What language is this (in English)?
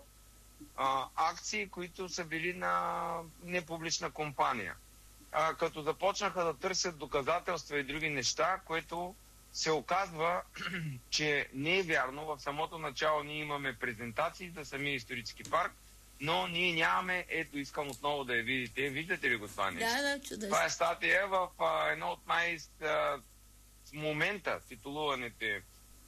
Bulgarian